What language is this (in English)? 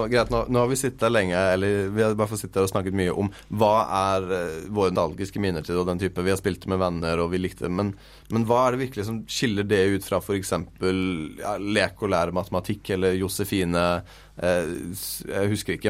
Norwegian